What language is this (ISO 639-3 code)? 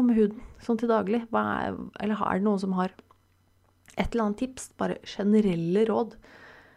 nor